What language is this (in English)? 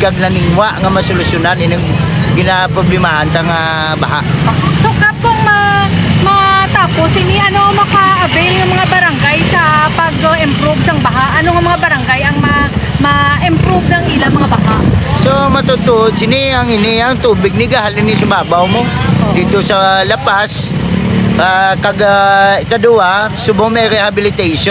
Hiligaynon